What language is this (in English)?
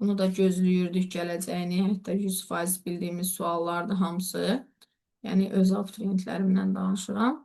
Azerbaijani